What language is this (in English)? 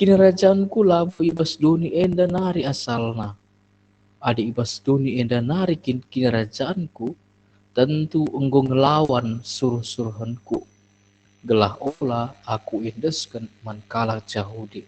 Batak Karo